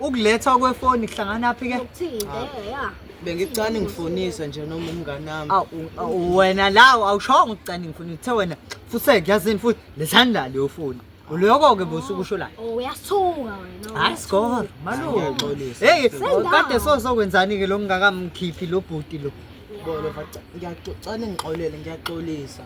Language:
Zulu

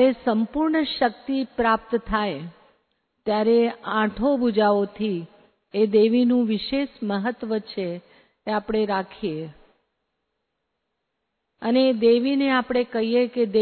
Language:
Gujarati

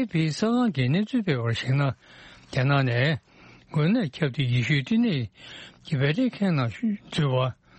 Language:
Tibetan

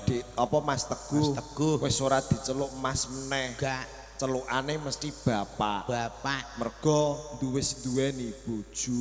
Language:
Javanese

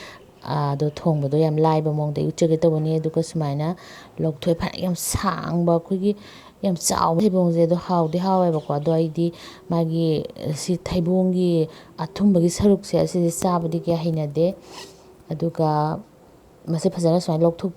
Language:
Manipuri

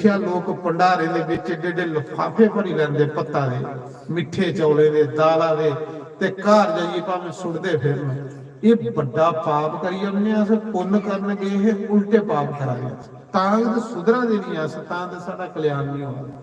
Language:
Dogri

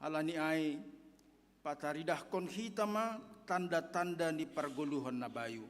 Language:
Batak Simalungun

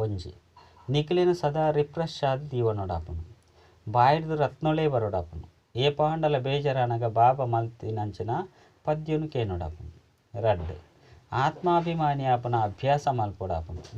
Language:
Tulu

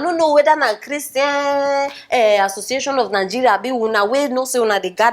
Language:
Nigerian Pidgin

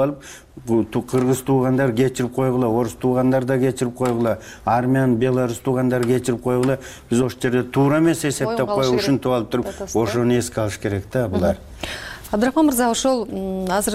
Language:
Kyrgyz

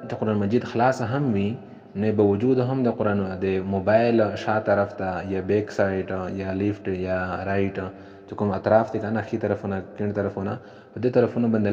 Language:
Pashto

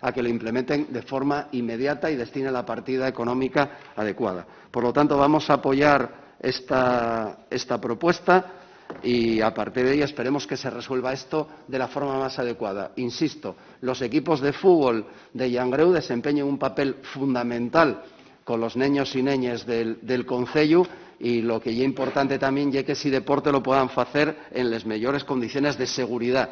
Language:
Asturian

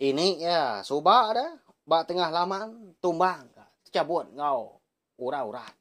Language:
Iban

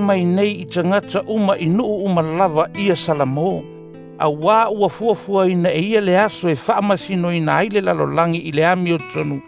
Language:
Samoan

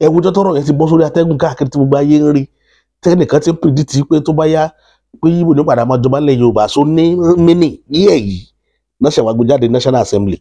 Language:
Yoruba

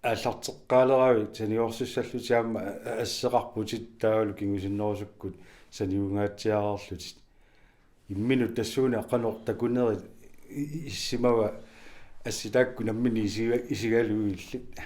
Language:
Kalaallisut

